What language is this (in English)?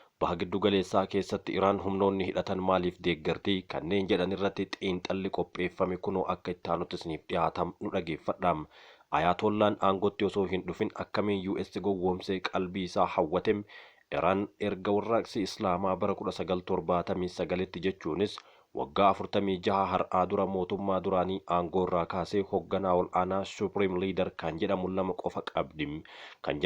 Oromo